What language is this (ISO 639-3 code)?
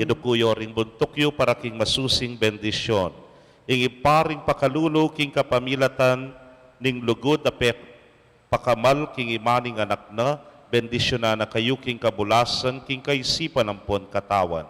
pam